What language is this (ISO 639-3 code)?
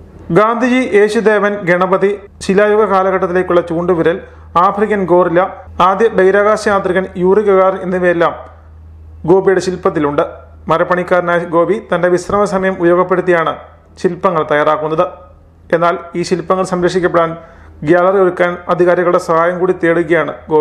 mal